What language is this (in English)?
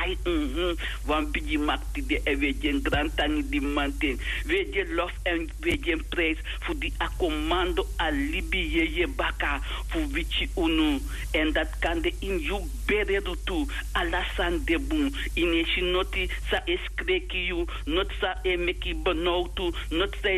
Sranan Tongo